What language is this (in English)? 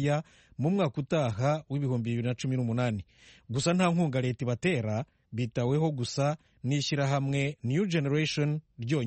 Kinyarwanda